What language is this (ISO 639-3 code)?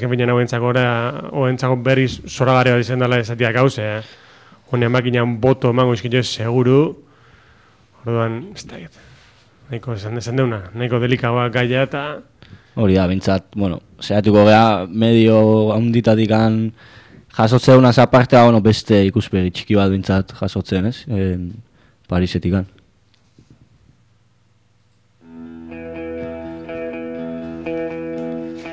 eus